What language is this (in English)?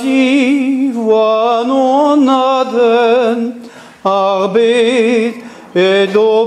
Breton